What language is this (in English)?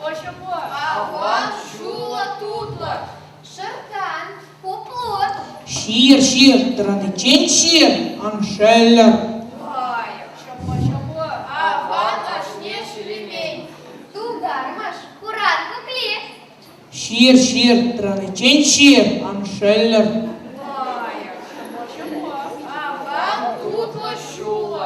Chuvash